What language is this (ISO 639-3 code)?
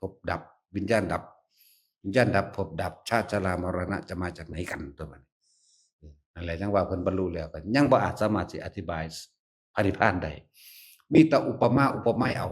tts